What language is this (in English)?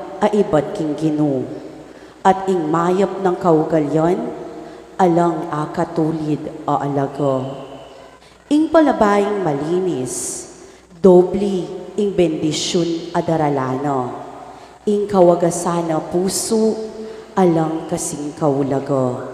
Pampanga